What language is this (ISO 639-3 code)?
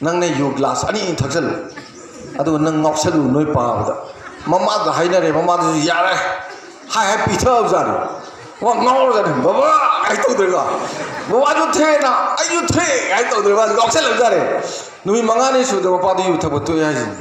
mni